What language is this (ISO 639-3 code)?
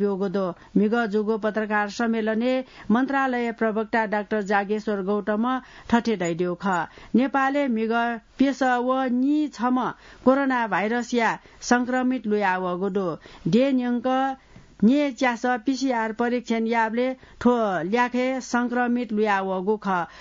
new